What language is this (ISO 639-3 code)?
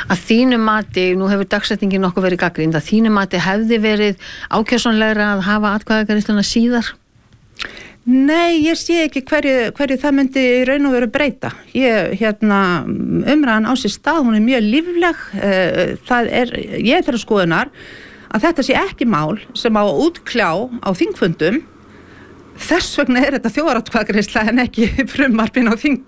isl